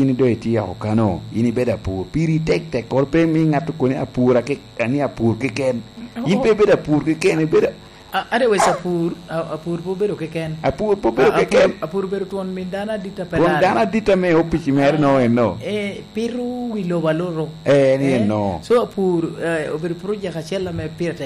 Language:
Lango (Uganda)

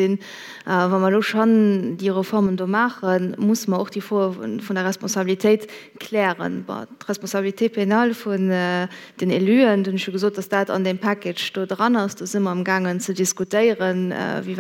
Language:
Luxembourgish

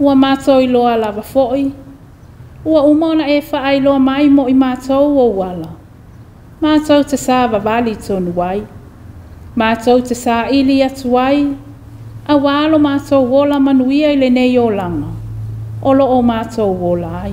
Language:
Samoan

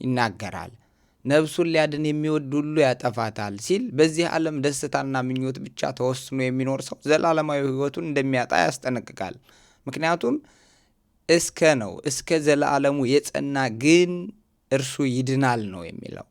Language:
Amharic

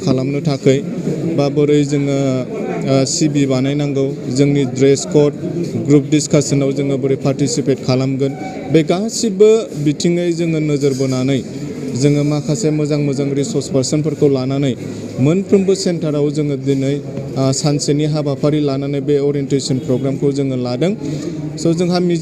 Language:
Bodo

